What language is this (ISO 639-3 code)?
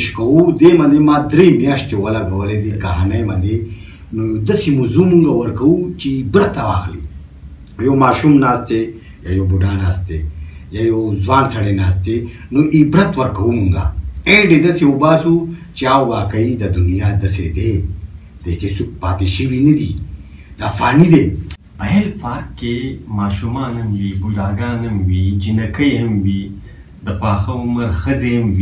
pus